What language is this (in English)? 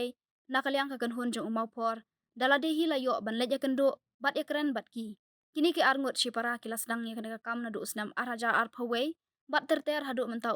Khasi